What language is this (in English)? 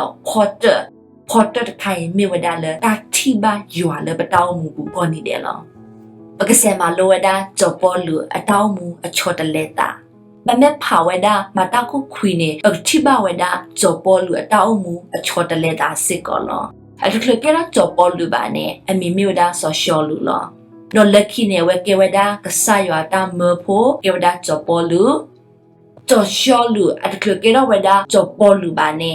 S'gaw Karen